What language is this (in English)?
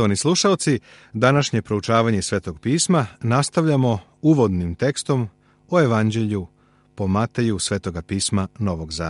Serbian